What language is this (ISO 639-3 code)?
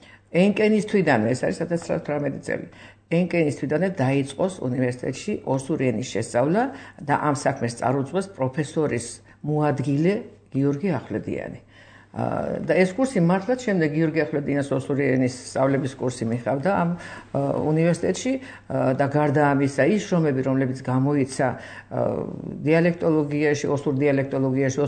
kat